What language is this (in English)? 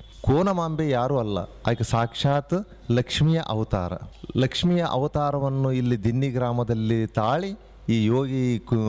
Kannada